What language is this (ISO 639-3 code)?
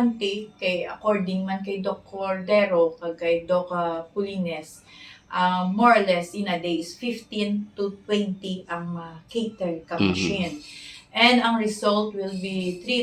hil